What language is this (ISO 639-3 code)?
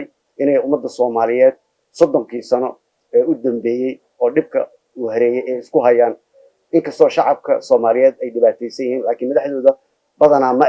som